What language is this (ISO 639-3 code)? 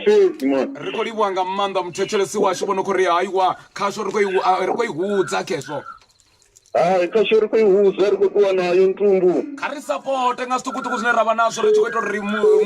ven